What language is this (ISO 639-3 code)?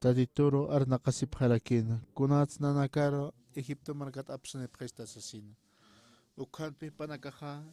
aym